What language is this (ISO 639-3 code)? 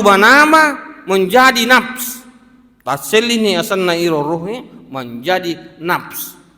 bug